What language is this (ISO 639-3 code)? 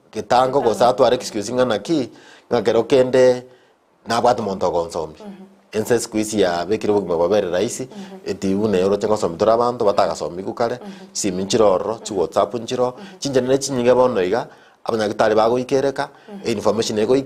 guz